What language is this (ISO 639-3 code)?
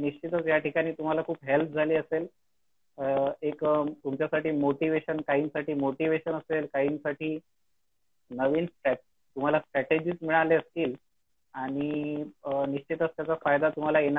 mar